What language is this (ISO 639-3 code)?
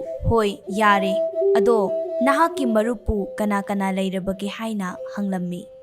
mni